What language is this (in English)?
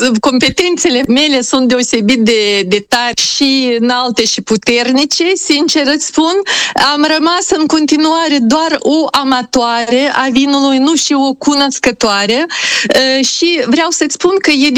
Romanian